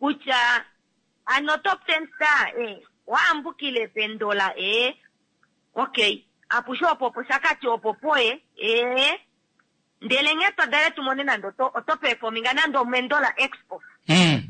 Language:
Kuanyama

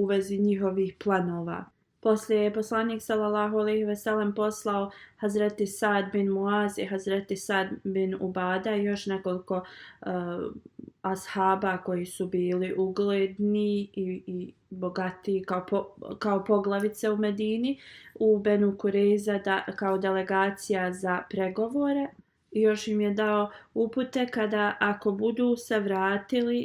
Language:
Bosnian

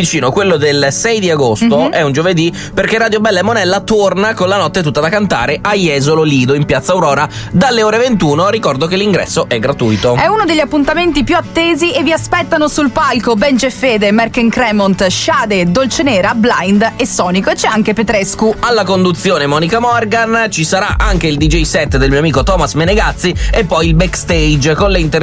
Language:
Italian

